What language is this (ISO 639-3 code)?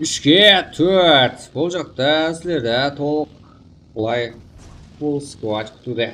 kaa